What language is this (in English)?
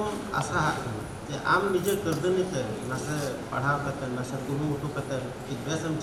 Santali